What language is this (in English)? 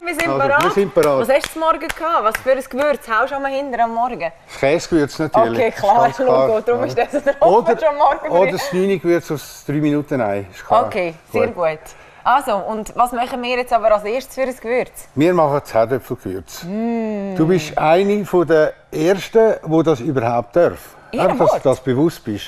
Swiss German